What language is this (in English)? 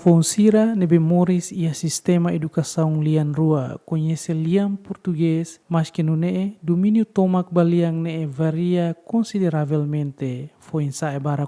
Tetum